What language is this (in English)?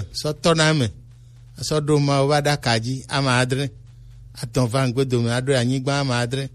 Gen